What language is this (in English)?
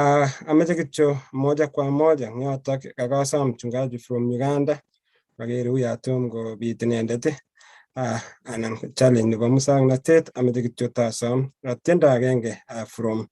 Kalenjin